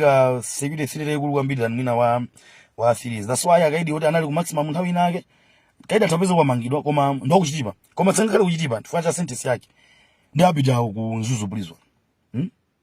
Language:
Nyanja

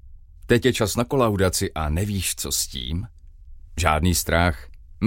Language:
Czech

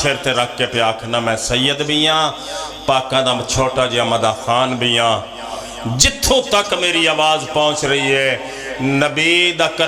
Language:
Pahari-Potwari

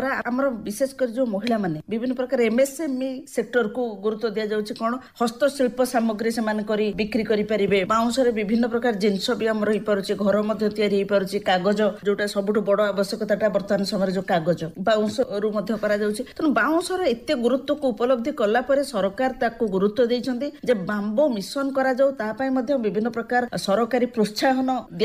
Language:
Odia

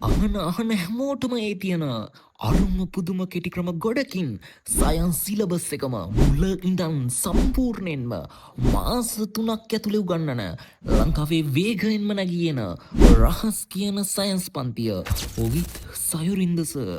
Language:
Sinhala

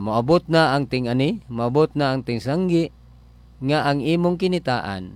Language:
Cebuano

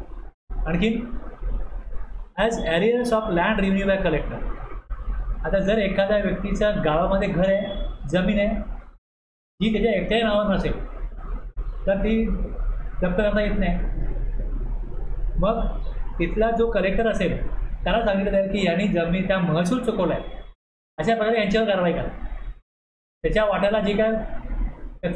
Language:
Marathi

